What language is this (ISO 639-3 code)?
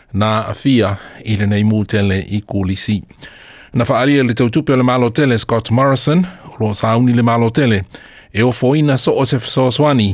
smo